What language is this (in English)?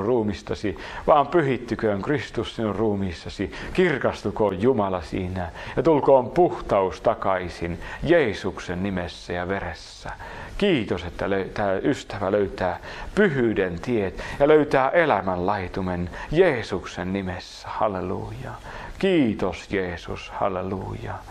Finnish